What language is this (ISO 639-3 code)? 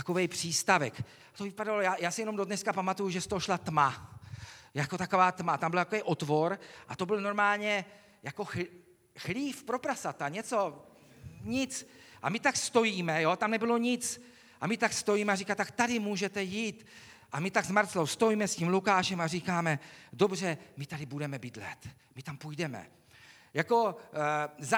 ces